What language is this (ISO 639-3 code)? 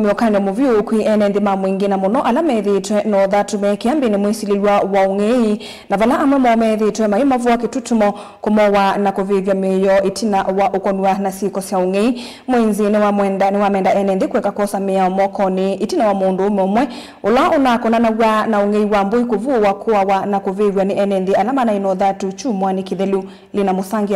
kam